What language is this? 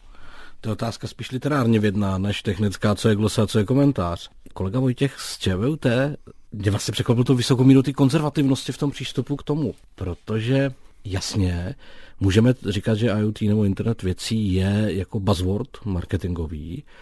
Czech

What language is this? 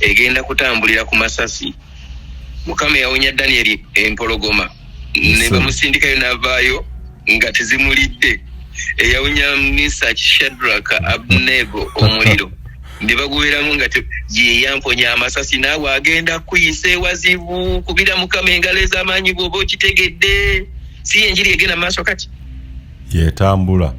Ganda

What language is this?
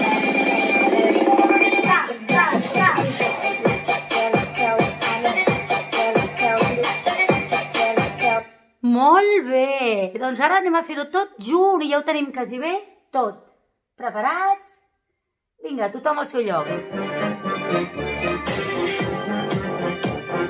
Catalan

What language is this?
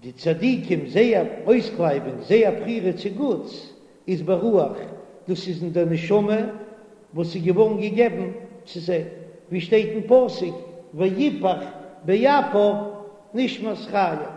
Yiddish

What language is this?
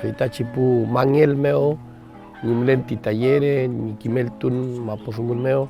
Mapuche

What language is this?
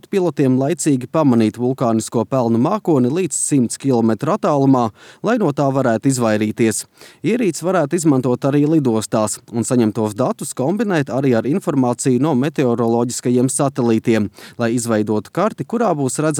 Latvian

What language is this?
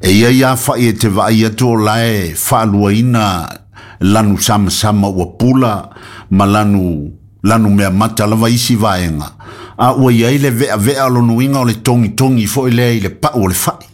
Samoan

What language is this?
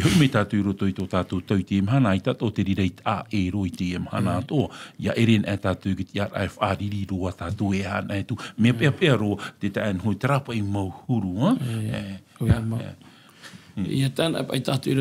Tahitian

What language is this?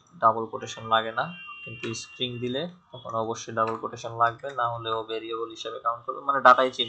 Bangla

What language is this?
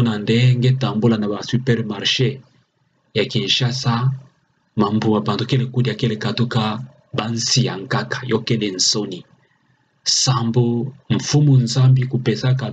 Kituba (Democratic Republic of Congo)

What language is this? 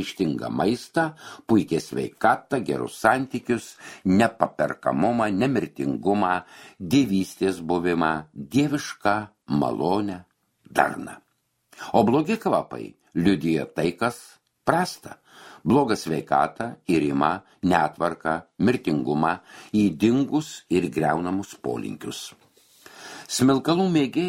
Lithuanian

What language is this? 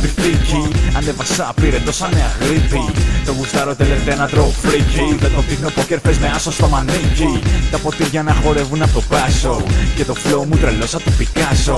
Greek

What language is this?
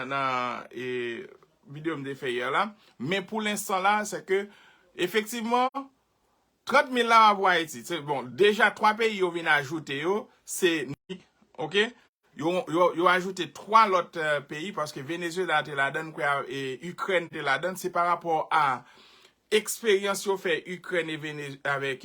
Haitian Creole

